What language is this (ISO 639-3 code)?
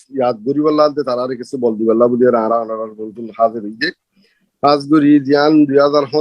rhg